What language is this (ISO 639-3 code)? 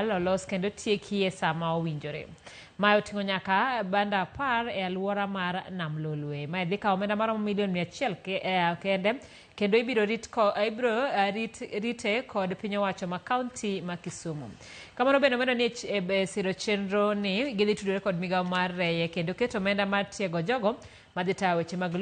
luo